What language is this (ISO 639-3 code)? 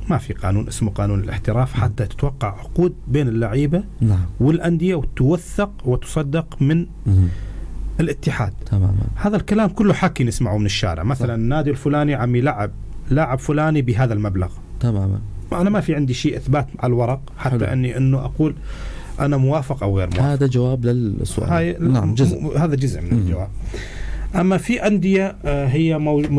apc